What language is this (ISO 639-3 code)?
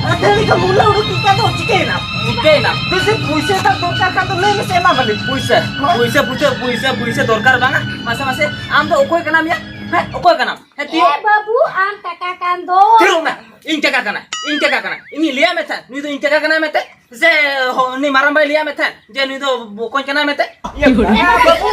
sat